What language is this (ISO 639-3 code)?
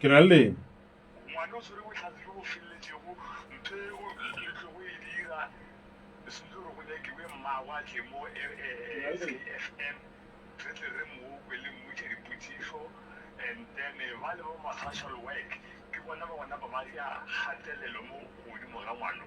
nso